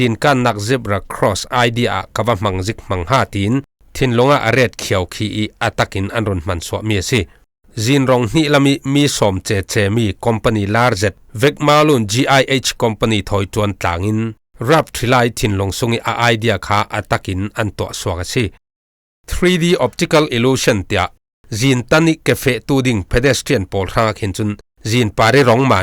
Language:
Falam Chin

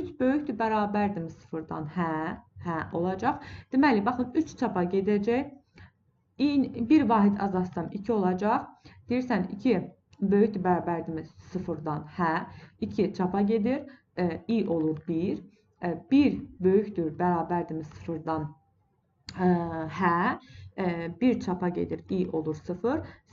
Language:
Azerbaijani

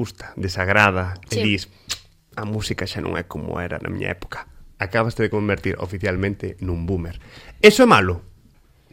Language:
Galician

